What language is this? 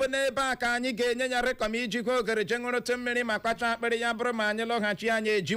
Igbo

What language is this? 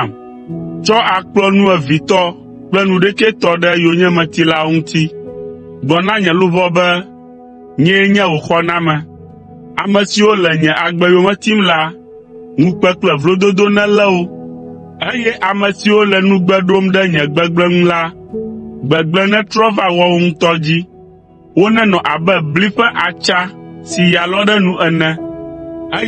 Ewe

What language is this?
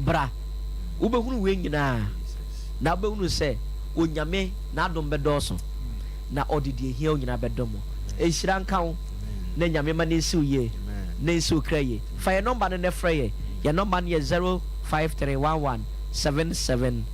Akan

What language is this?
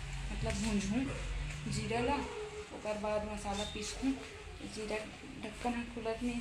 Chhattisgarhi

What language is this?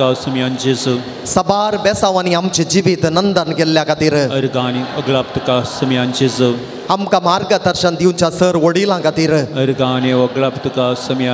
Konkani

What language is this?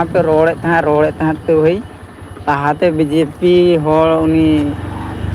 Santali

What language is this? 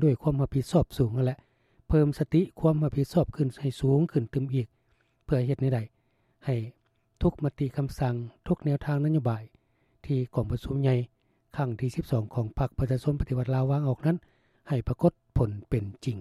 Lao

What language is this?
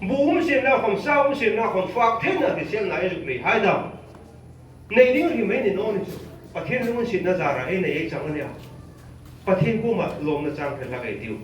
Hmar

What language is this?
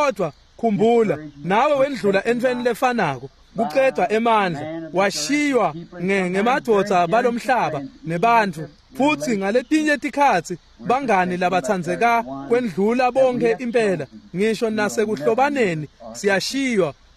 Swati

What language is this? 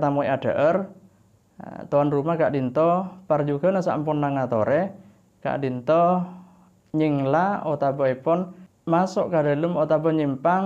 Madurese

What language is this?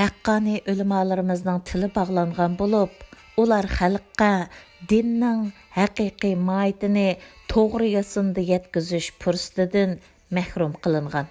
Uyghur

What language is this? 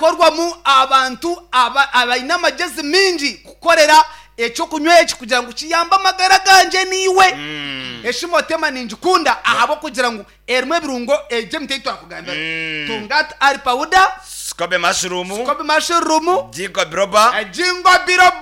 Nyankole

